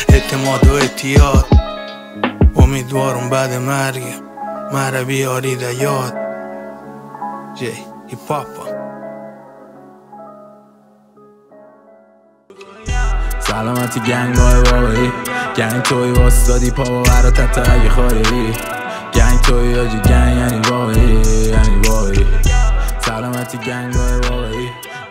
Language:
Persian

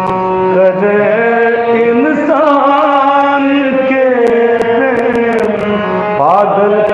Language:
Maithili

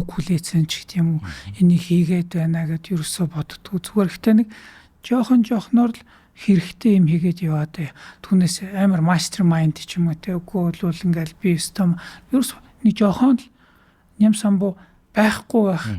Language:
Mongolian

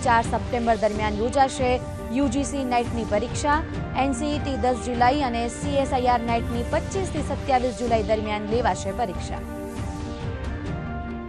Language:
Gujarati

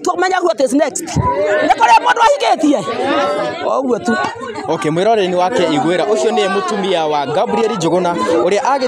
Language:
Kikuyu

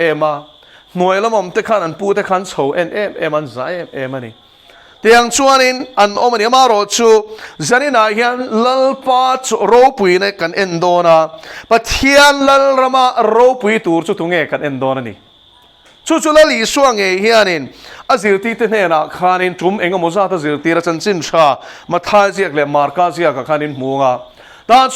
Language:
Mizo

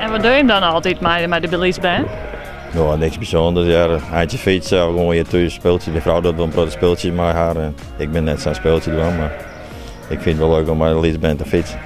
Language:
Western Frisian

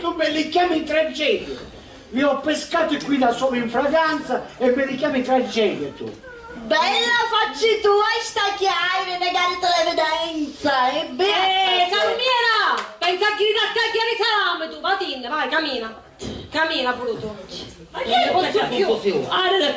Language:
Sicilian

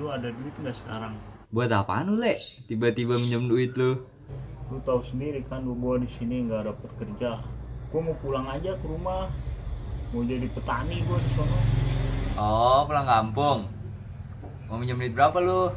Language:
Betawi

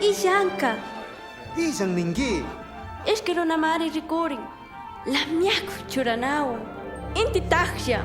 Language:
Chimborazo Highland Quichua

